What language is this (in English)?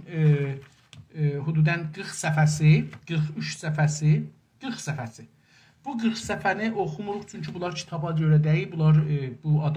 South Azerbaijani